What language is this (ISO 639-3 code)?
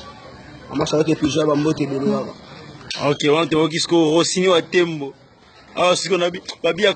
lin